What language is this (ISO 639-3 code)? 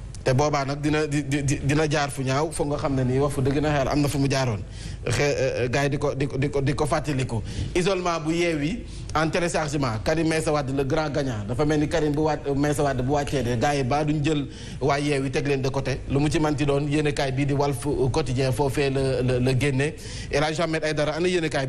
wol